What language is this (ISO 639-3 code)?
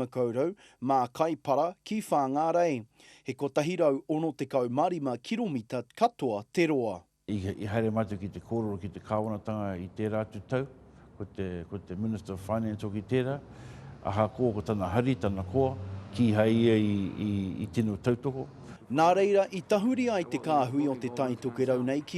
mri